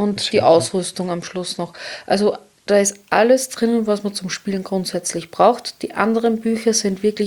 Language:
German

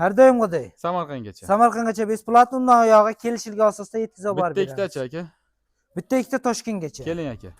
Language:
Uzbek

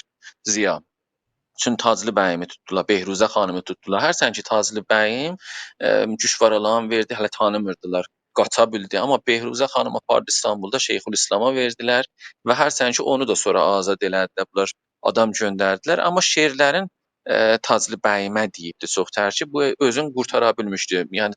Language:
South Azerbaijani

